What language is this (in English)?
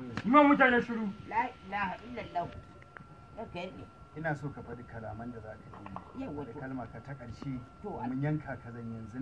Hausa